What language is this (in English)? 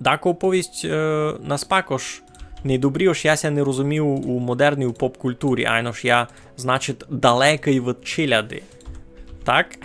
Rusyn